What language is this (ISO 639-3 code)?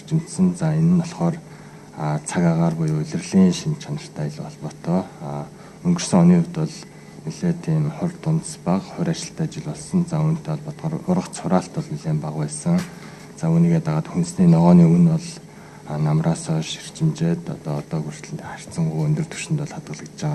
mon